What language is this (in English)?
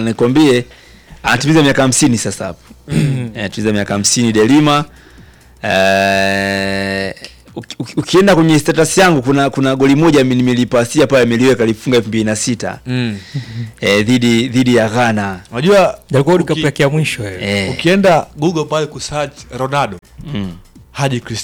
Swahili